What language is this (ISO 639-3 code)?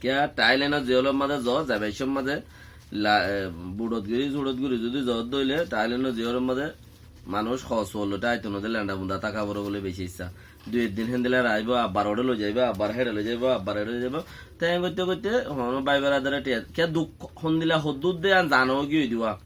rhg